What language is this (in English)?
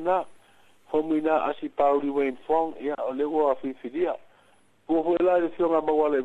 Samoan